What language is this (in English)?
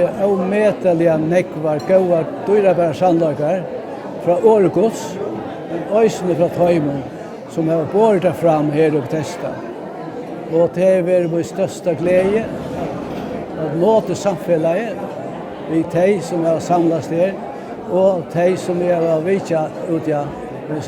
Faroese